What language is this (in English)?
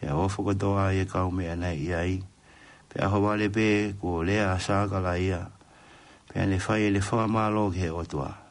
Tongan